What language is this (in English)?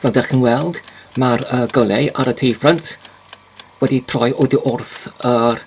Welsh